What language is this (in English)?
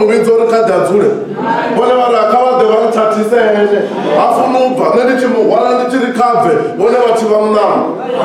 Venda